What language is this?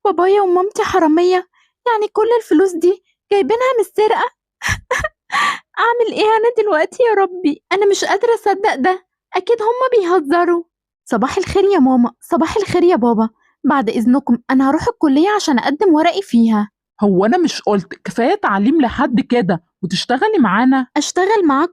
Egyptian Arabic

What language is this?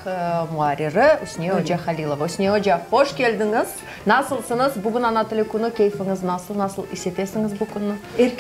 Crimean Tatar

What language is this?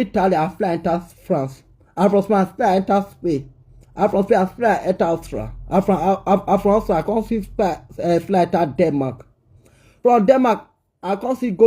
Nigerian Pidgin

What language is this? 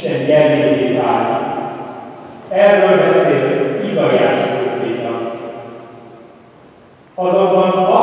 Hungarian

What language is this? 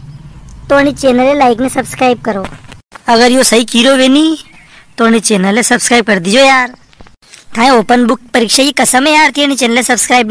Rajasthani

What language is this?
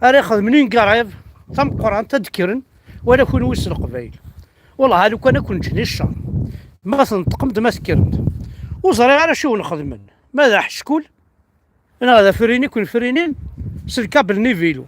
Kabyle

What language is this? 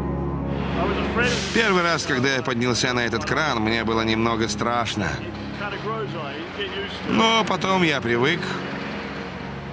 Russian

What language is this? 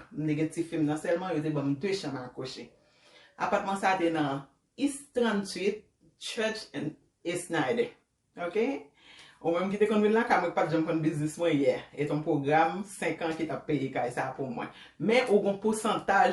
Haitian Creole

